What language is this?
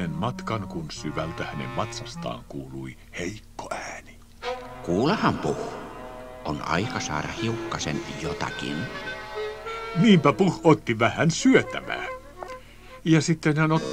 Finnish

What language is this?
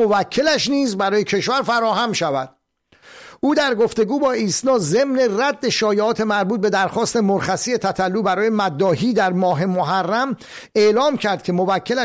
Persian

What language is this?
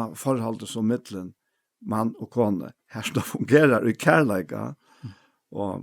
Faroese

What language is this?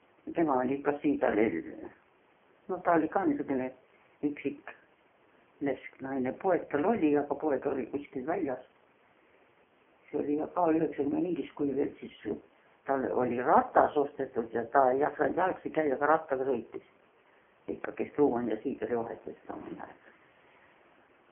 Estonian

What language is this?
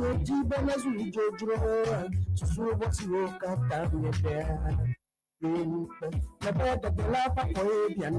Ewe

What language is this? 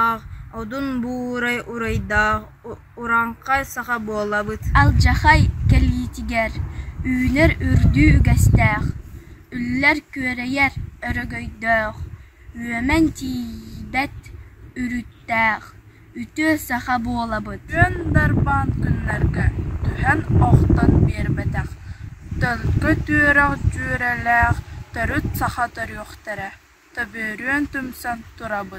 Yakut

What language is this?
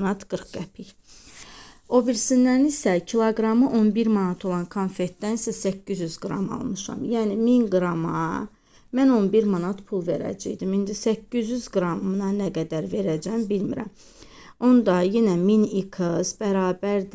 Azerbaijani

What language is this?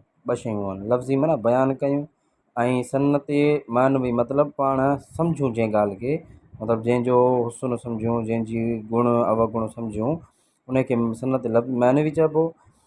Sindhi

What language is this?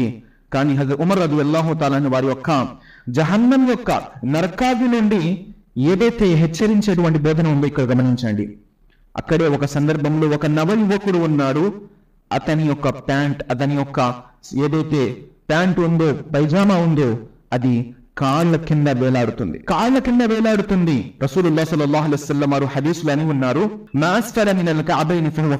Telugu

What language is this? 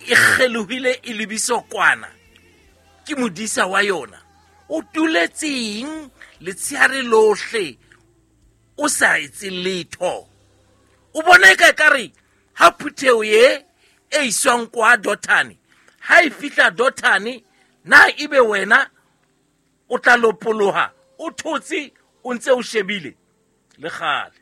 Southern Sotho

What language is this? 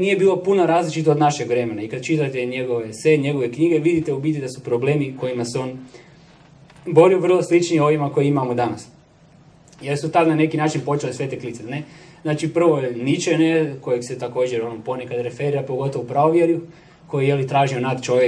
Croatian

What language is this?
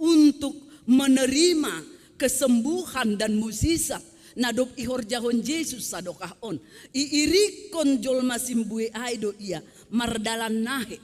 Batak Simalungun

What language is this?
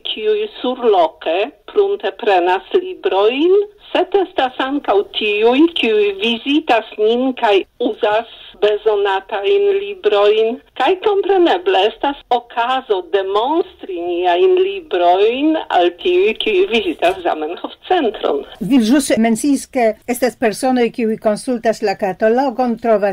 Esperanto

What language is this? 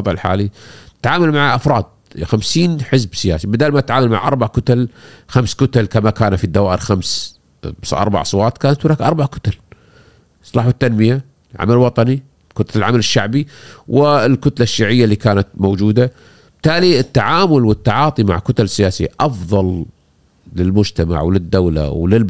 Gulf Arabic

